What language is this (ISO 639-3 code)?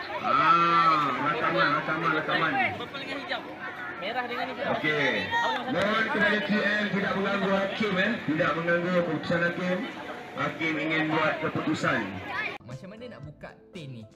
msa